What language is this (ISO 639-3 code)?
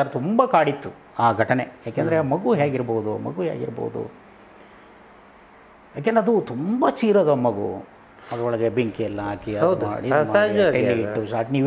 kan